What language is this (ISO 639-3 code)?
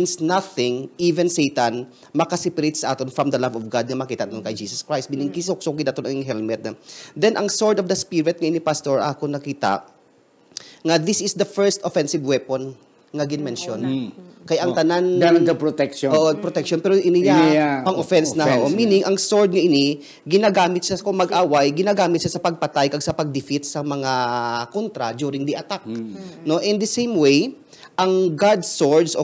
hil